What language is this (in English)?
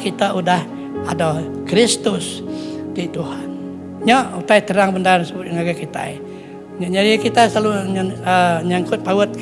Iban